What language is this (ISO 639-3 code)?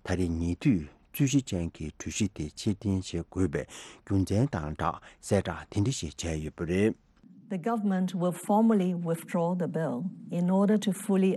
bod